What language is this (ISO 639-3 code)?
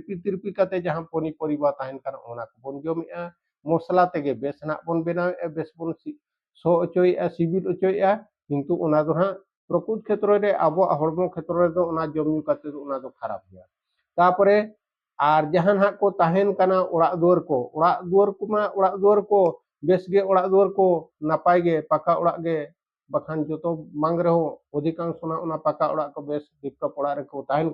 sat